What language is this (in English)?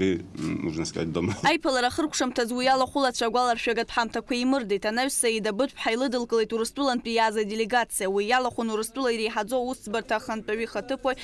Abkhazian